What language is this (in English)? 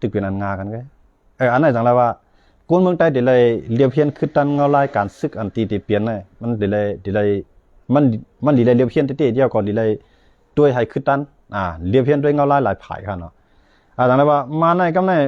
Shan